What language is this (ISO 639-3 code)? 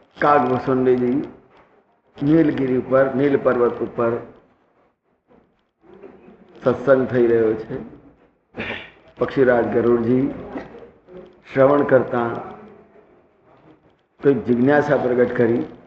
guj